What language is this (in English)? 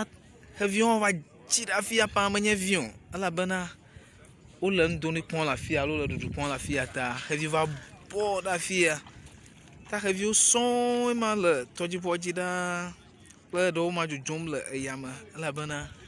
Ewe